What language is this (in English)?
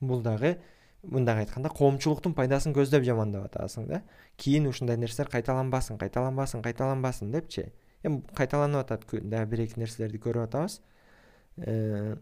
Kyrgyz